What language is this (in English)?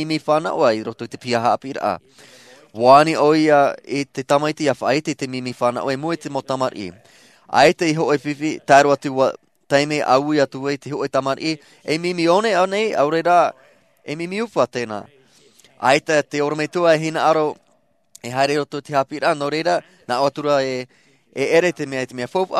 Tahitian